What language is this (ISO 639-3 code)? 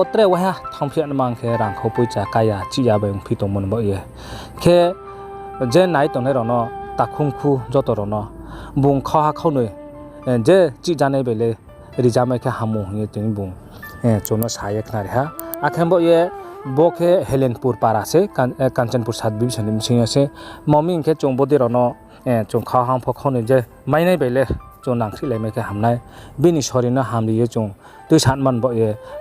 ria